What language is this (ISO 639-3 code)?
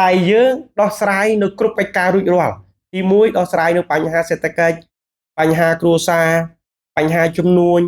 khm